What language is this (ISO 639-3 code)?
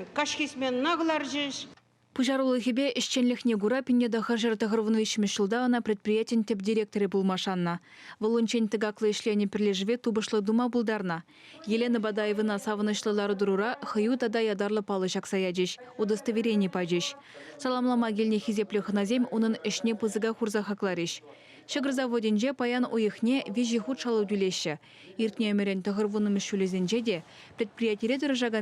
chv